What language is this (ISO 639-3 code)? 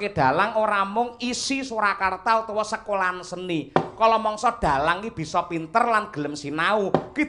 jav